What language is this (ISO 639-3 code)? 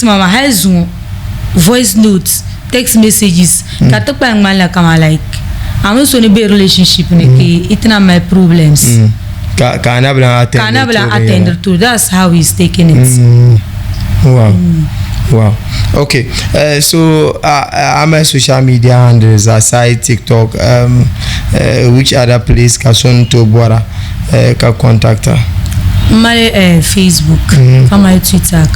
dag